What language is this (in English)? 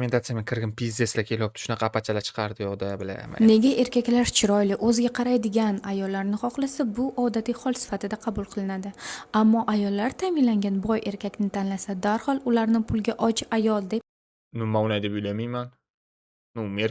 Uzbek